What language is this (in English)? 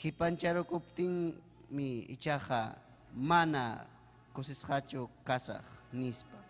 Ayacucho Quechua